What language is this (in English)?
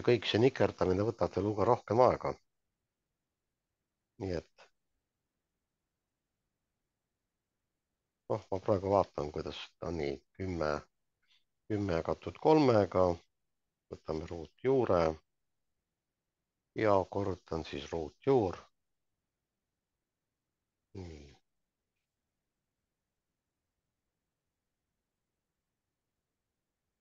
Estonian